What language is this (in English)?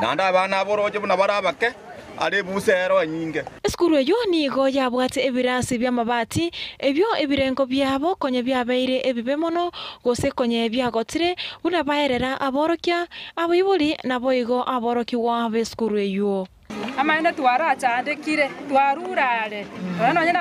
Gusii